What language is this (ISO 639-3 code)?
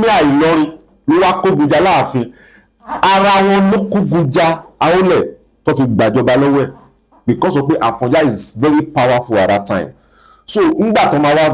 yor